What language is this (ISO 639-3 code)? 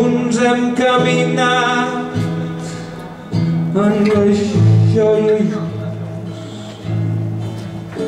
cat